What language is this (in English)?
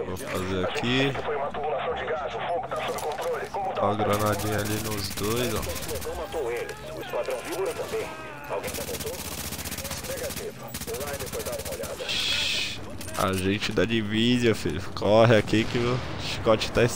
Portuguese